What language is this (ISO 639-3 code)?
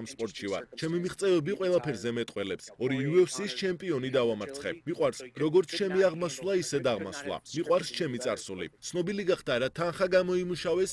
kat